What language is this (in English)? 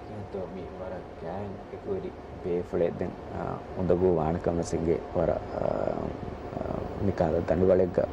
Divehi